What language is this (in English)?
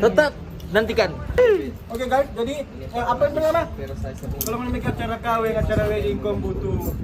Manado Malay